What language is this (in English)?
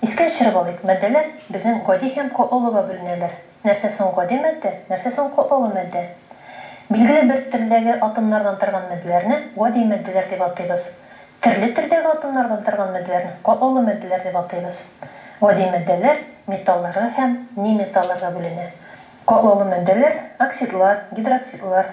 Tatar